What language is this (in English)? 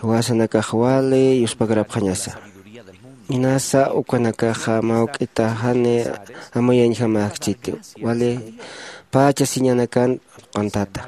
Aymara